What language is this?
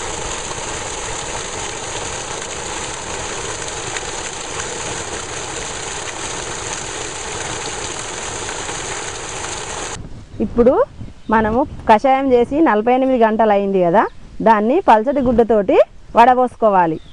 Telugu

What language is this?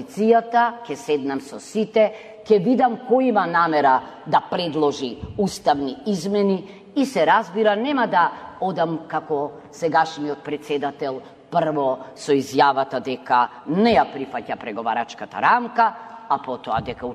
Macedonian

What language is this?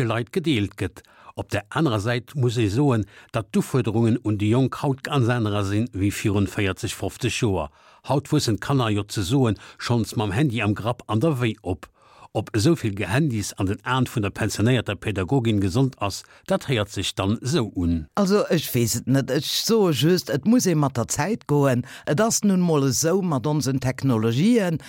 Luxembourgish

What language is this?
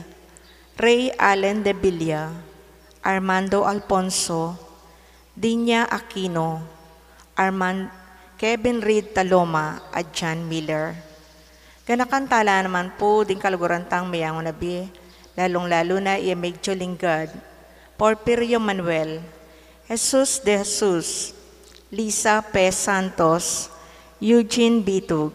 Pampanga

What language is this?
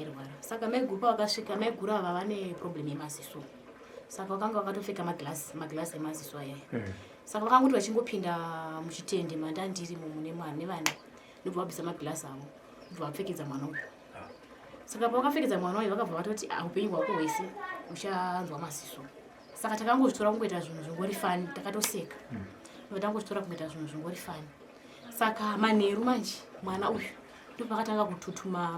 Shona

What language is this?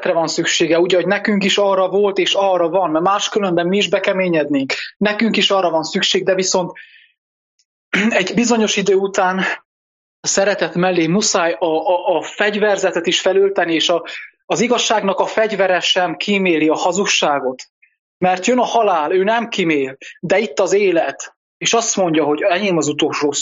Hungarian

